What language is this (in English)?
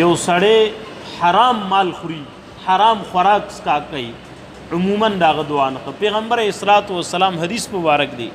Pashto